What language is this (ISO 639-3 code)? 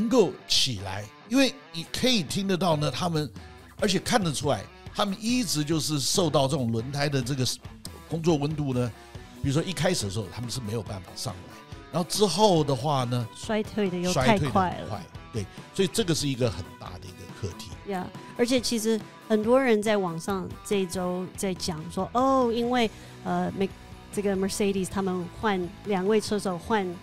zho